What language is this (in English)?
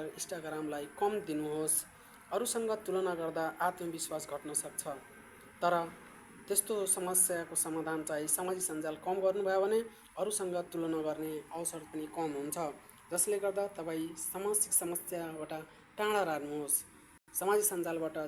Nepali